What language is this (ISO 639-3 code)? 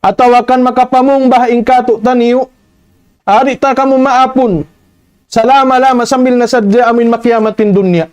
tsg